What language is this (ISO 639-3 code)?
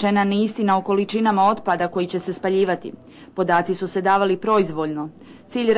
bos